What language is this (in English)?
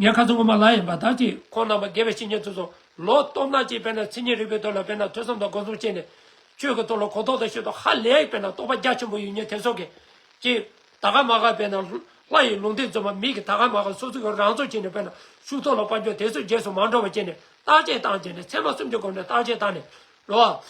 Tibetan